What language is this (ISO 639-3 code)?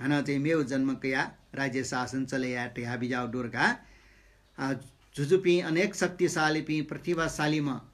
new